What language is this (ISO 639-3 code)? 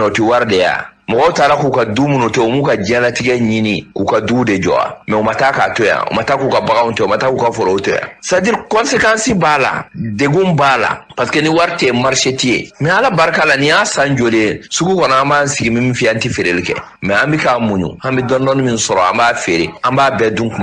bam